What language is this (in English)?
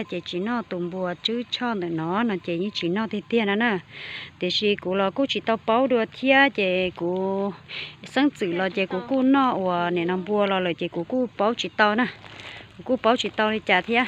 Hmong